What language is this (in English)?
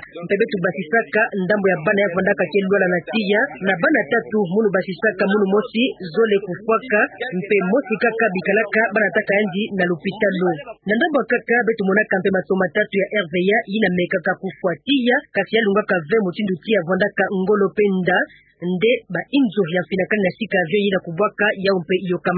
Kituba (Democratic Republic of Congo)